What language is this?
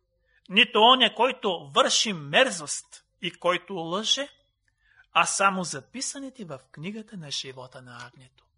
Bulgarian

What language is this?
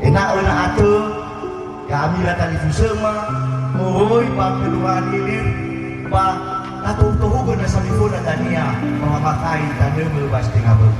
Nias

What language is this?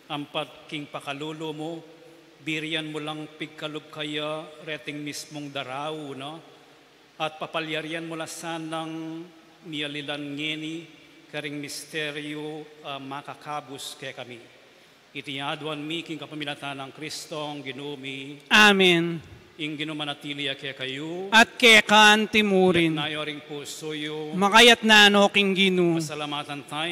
Pampanga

